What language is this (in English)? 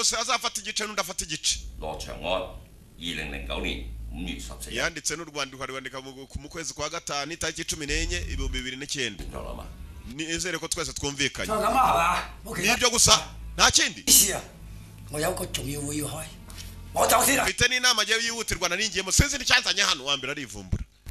Kinyarwanda